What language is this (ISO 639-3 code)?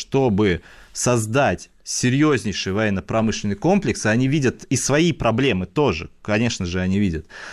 rus